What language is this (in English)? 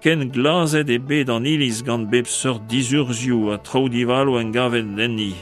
Breton